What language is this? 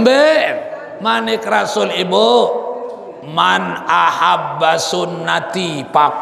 Sasak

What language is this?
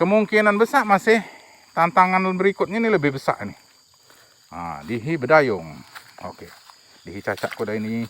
Musi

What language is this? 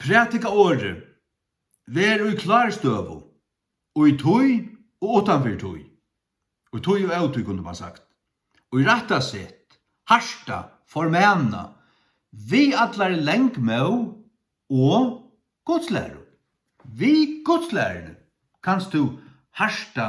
Faroese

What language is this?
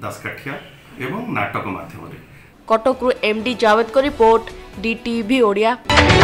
Odia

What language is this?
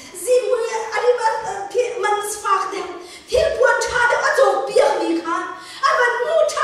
Hakha Chin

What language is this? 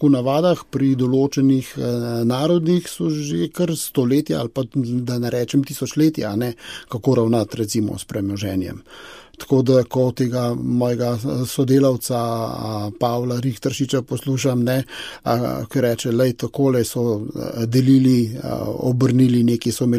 Slovenian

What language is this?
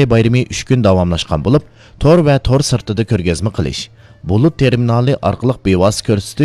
Uyghur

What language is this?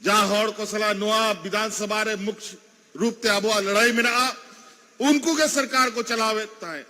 Santali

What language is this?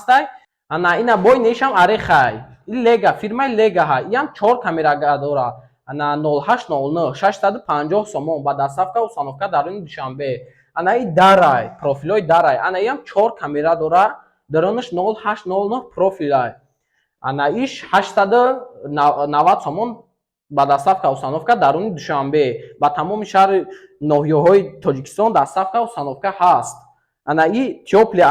Tajik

